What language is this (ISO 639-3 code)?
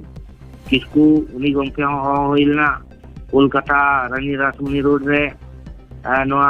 sat